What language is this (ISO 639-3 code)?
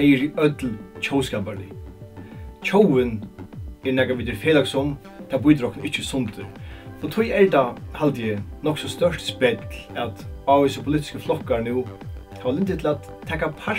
fao